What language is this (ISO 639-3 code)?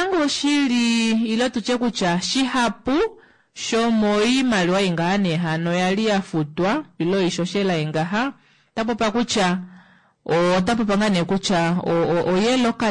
kua